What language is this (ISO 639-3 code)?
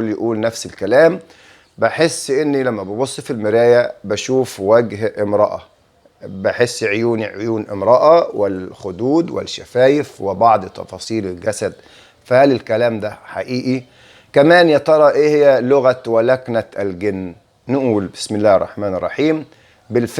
arz